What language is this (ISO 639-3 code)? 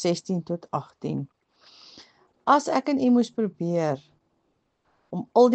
afr